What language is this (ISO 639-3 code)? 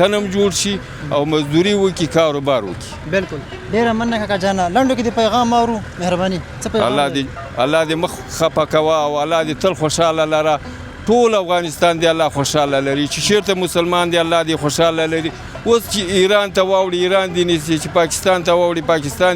pus